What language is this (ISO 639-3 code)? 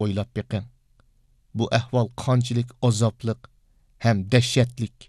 uig